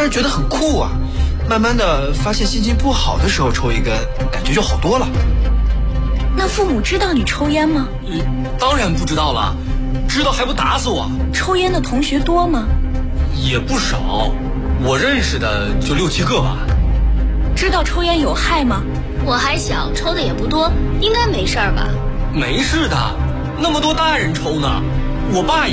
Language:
Chinese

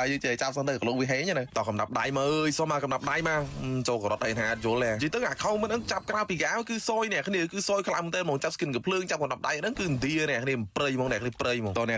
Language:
Khmer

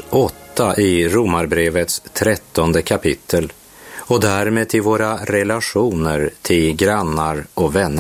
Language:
Swedish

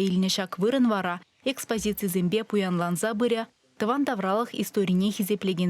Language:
Chuvash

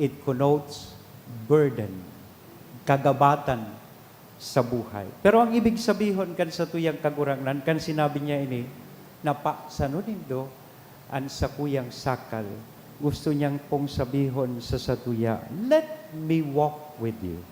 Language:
Bikol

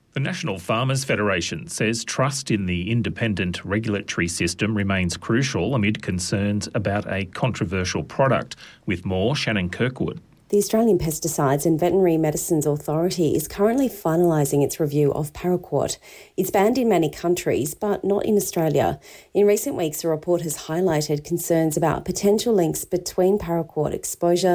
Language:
English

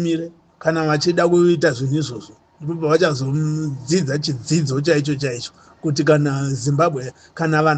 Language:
Shona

